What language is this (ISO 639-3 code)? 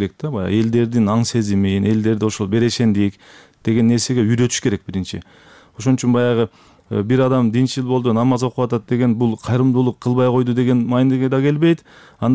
kir